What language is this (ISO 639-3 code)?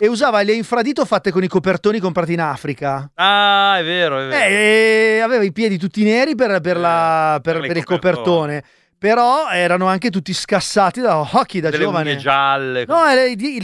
ita